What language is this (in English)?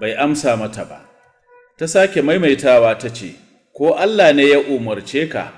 Hausa